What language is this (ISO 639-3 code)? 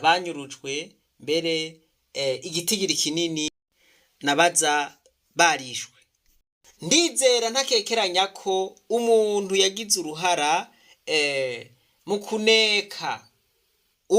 run